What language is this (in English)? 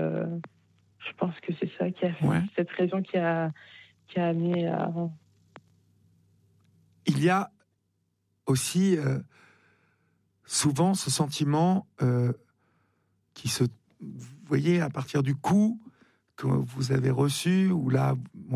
French